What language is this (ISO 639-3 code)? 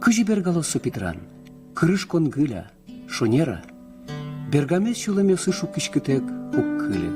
udm